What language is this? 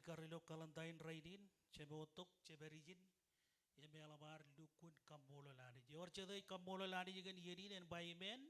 Marshallese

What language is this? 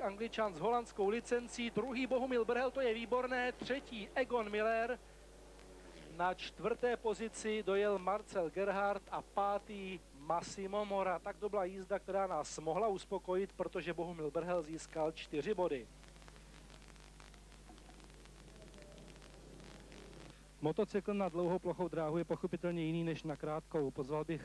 Czech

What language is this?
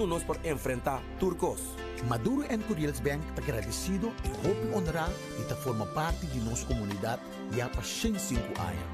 Papiamento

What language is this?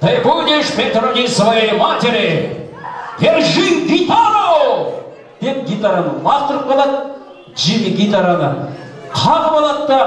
Kazakh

